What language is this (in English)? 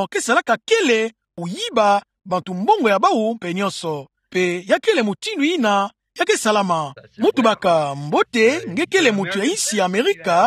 Kituba (Democratic Republic of Congo)